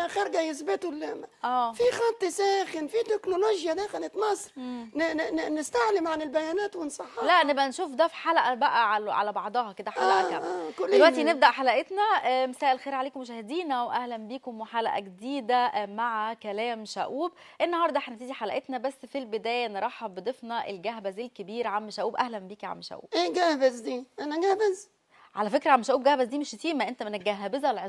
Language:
Egyptian Arabic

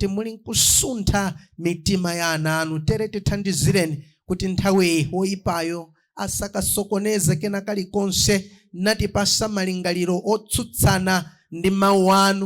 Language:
Nyanja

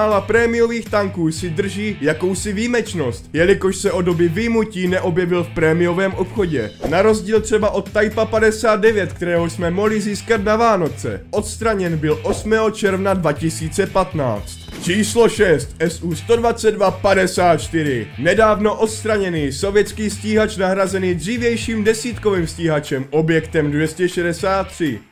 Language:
Czech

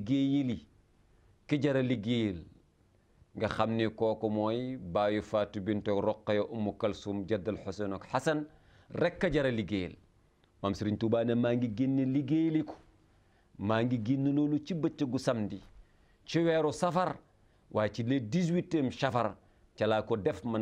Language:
Wolof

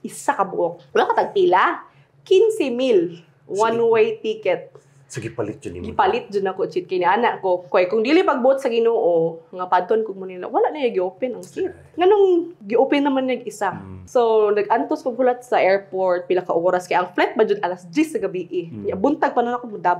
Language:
Cebuano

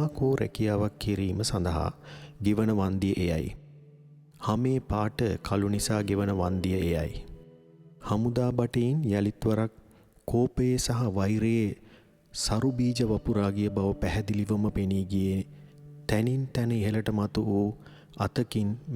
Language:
Sinhala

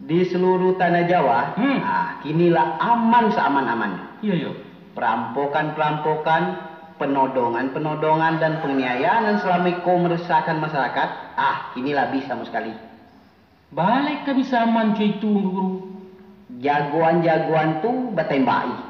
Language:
Minangkabau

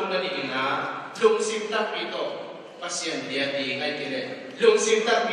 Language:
Tedim Chin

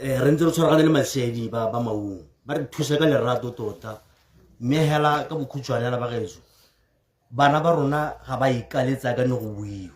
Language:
Tswana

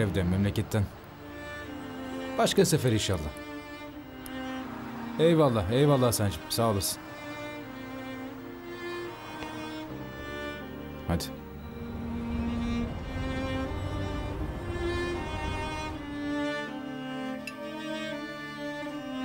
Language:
Turkish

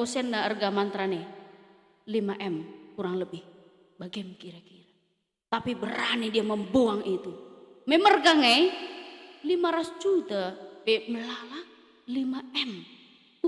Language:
Batak Karo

